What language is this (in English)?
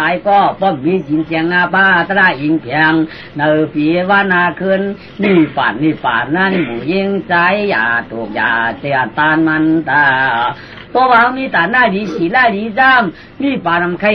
Shan